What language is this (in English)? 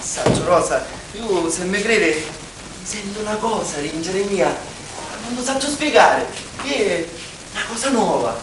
Sicilian